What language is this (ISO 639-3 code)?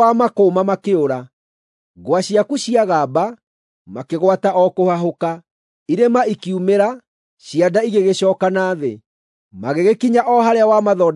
kik